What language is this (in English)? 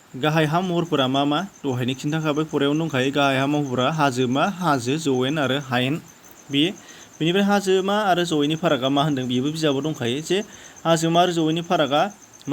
Bodo